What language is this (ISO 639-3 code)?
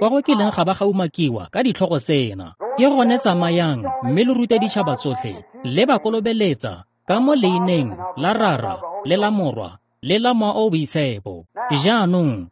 tsn